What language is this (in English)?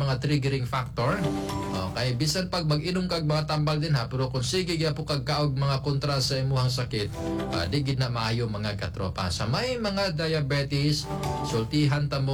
Cebuano